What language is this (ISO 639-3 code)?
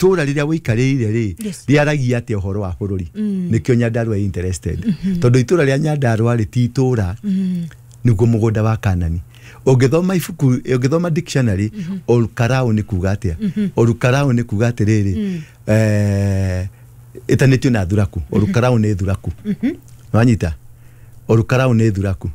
kik